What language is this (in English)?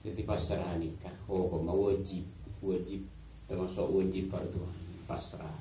Madurese